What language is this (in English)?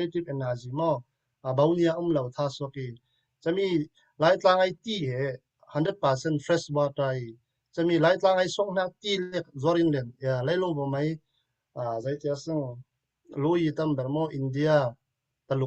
Falam Chin